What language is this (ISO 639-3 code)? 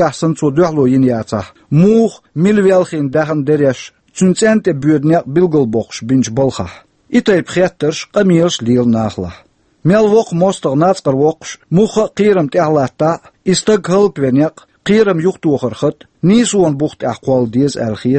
che